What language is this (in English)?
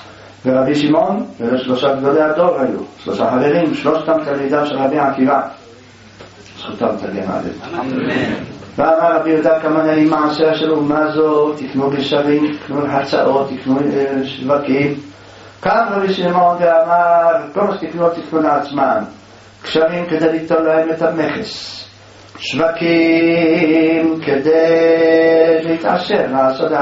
Hebrew